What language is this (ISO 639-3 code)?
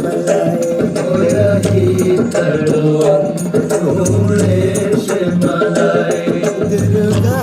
div